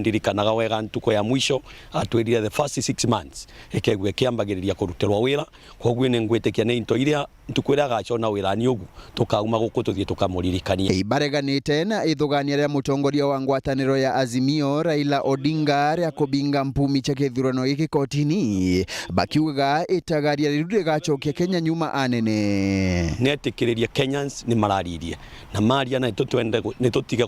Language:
Meru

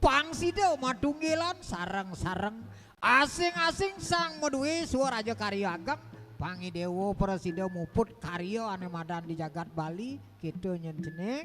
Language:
Balinese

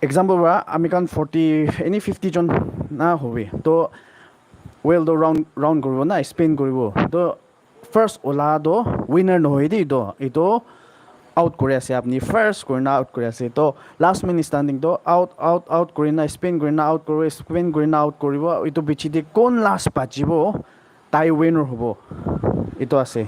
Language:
Naga Pidgin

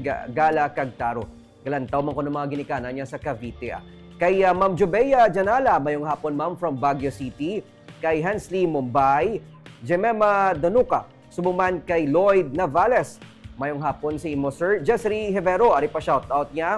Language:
Hiligaynon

